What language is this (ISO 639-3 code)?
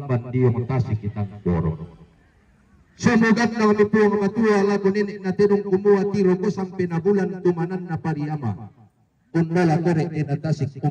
sda